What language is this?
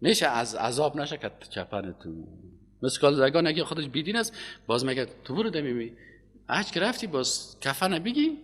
Persian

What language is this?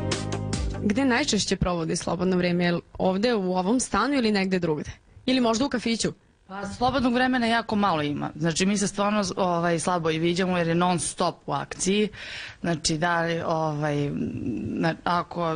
Serbian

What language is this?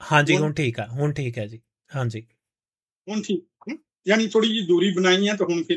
Punjabi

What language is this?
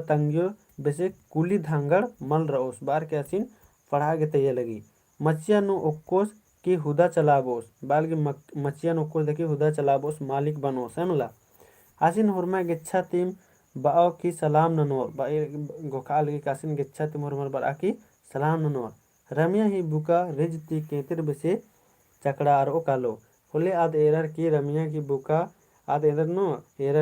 Kurukh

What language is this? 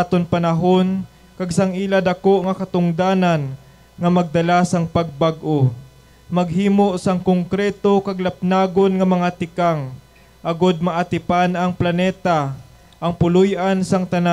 Hiligaynon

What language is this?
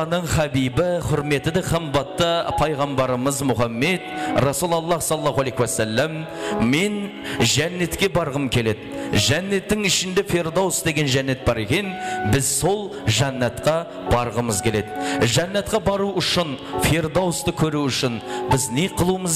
Kara-Kalpak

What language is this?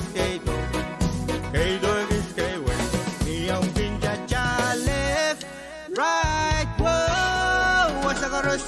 Pohnpeian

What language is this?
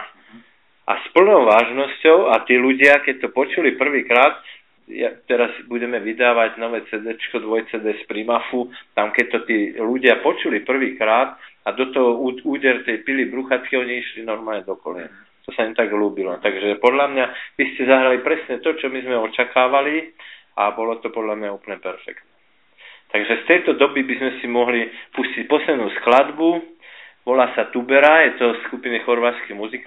Slovak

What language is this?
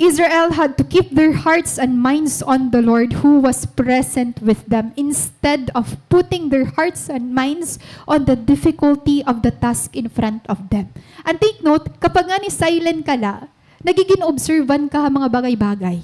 Waray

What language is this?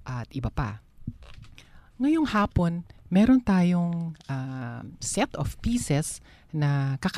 Filipino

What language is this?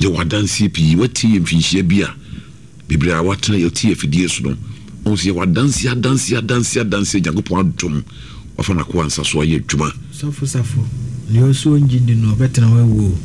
Akan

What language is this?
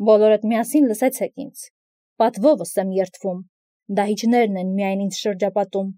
Armenian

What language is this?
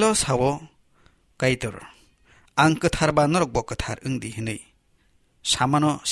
Kok Borok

